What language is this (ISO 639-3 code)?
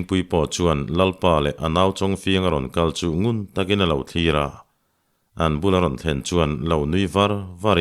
lus